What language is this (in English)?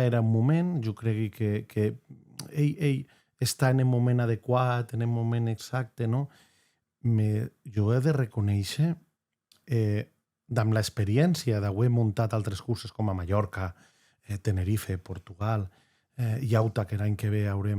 Occitan